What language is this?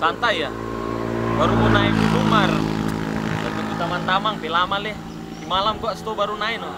Manado Malay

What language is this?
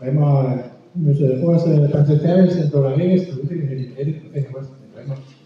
Breton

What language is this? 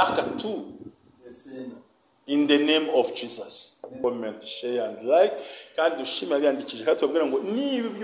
Kinyarwanda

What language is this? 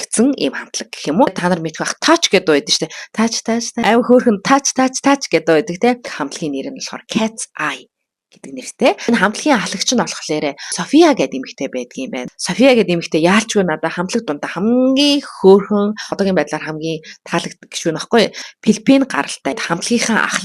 Mongolian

